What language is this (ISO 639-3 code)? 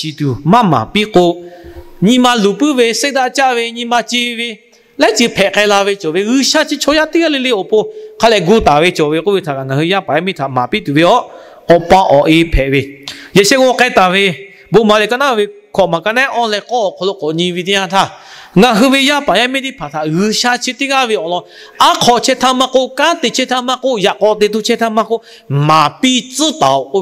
lhu